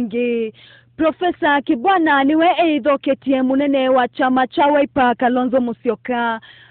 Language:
Kamba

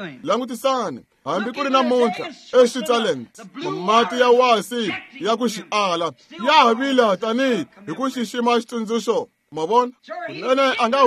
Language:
Tsonga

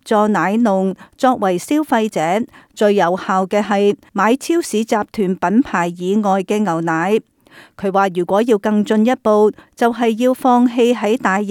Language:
Cantonese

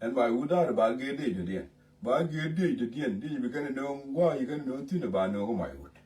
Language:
Nuer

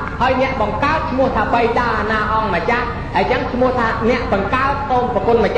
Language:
Khmer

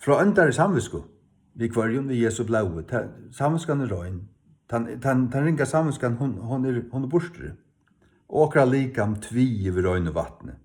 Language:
Faroese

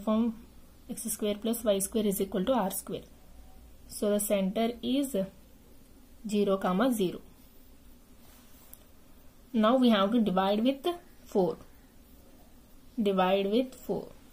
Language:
English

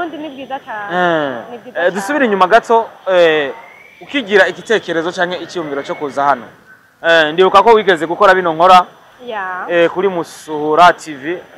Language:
Rundi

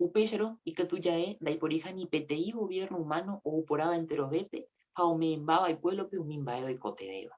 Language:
Guarani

